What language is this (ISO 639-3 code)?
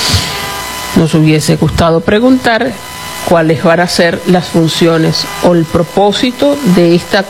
spa